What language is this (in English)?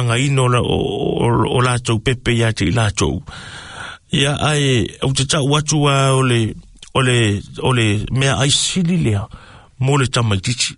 Samoan